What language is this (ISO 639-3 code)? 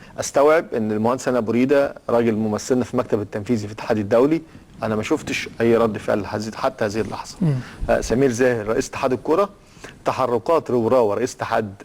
arz